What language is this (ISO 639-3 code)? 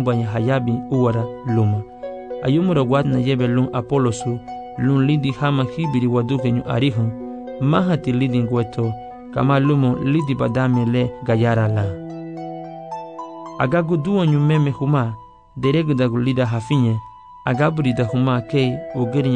cab